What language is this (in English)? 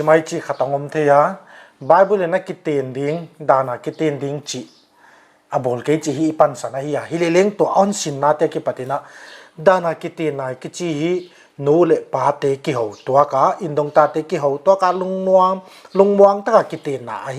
Paite Chin